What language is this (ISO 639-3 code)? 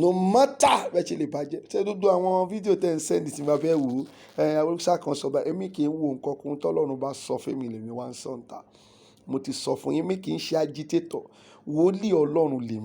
yor